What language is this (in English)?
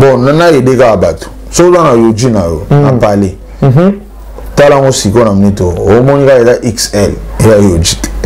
Lingala